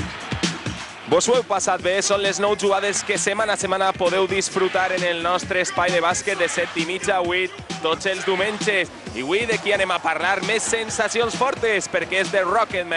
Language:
Catalan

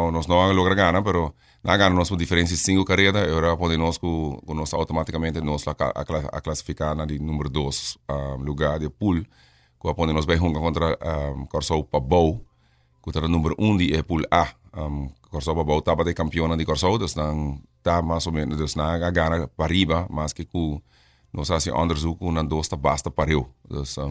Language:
Papiamento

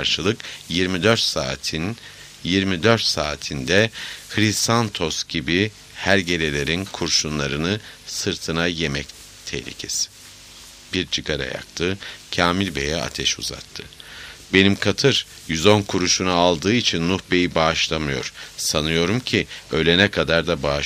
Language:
Turkish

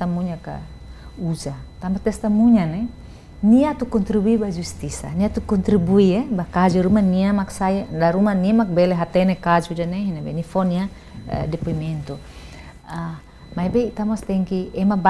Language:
Tetum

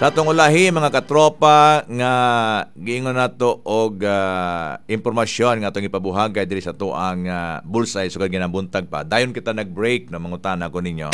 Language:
Cebuano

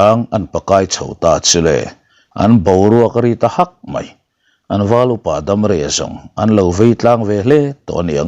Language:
Mizo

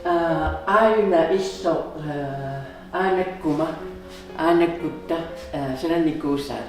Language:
Kalaallisut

